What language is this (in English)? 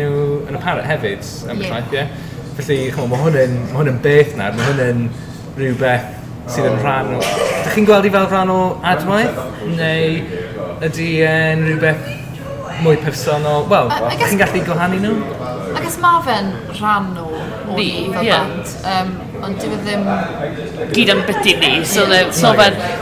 Welsh